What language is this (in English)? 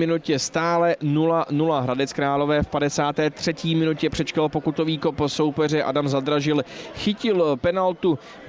Czech